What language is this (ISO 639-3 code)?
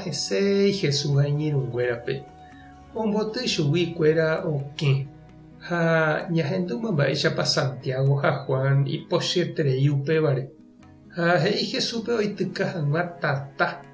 grn